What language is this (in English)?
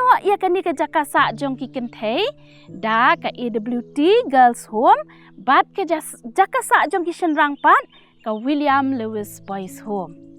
Khasi